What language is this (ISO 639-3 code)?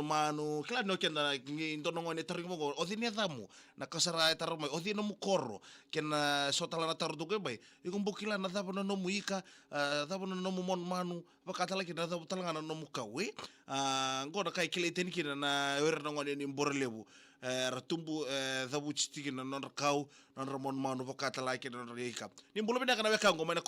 fij